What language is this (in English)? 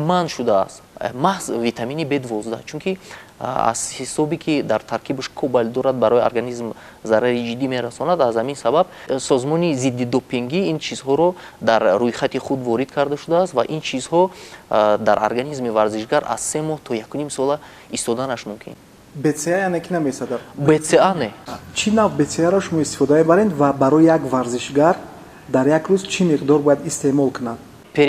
Tajik